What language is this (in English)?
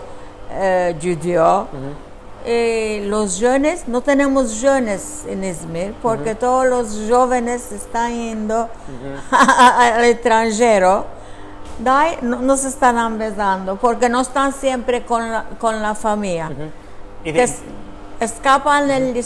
Ladino